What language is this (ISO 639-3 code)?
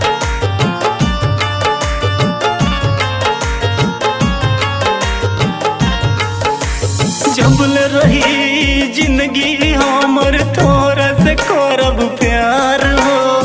bho